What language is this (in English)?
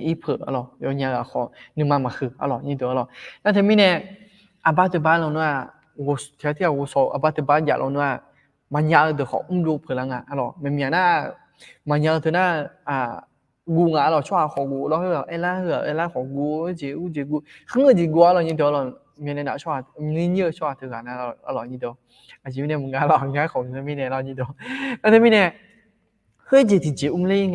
Akha